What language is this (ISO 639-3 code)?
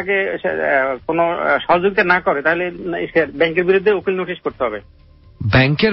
ben